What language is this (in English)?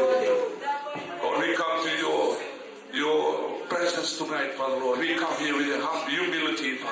Fijian